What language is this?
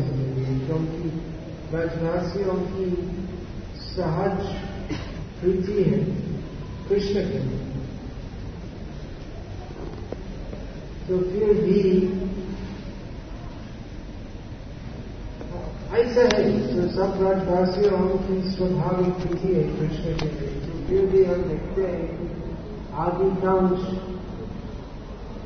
Hindi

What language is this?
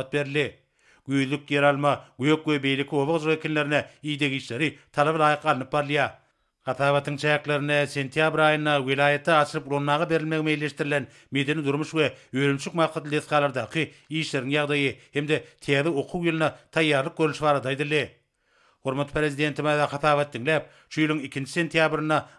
Turkmen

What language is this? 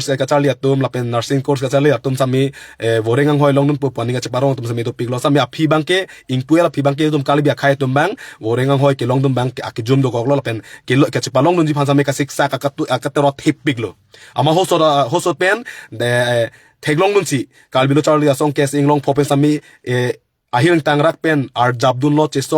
Karbi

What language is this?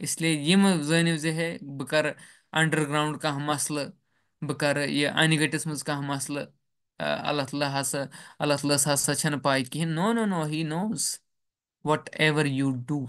Kashmiri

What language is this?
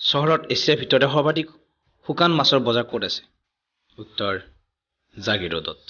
Assamese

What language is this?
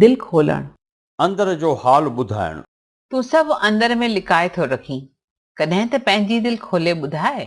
Sindhi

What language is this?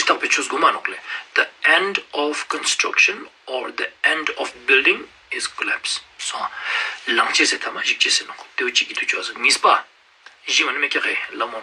Ladakhi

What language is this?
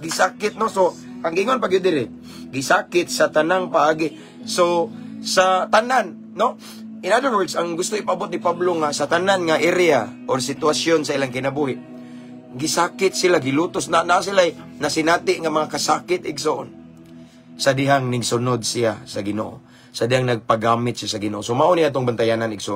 Cebuano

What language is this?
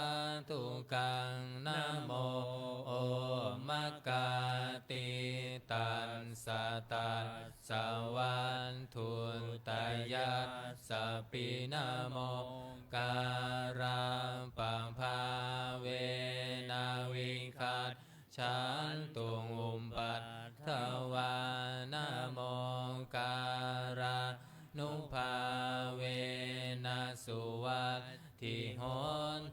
Pali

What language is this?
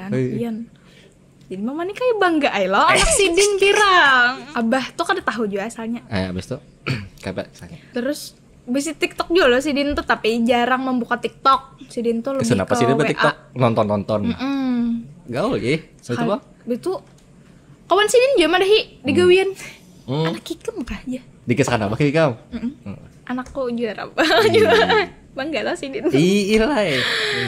Banjar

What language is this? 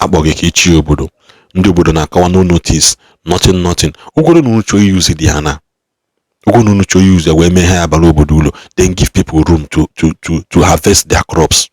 Igbo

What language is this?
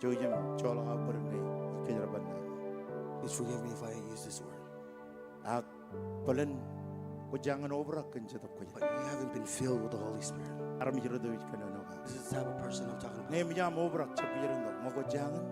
Marshallese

